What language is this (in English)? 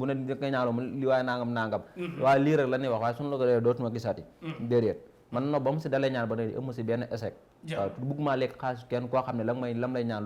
Wolof